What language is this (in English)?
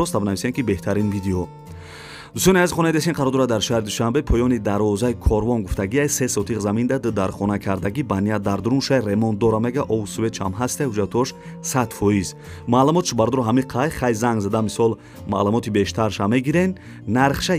Tajik